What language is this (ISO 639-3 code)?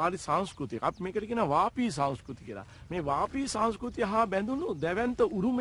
sin